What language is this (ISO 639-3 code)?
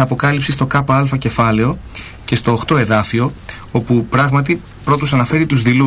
ell